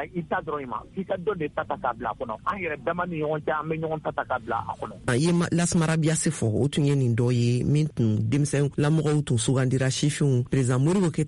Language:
Bambara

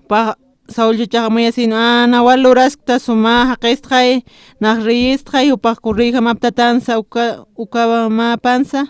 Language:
Aymara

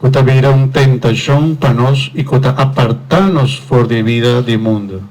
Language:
Papiamento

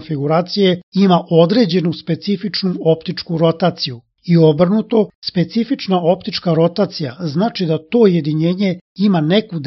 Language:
Serbian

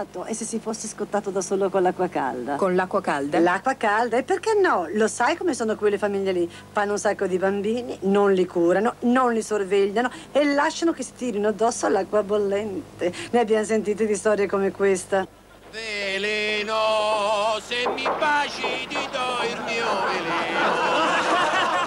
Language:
Italian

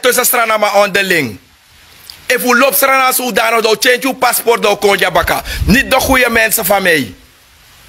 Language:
Sranan Tongo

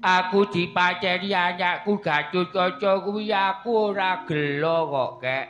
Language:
Javanese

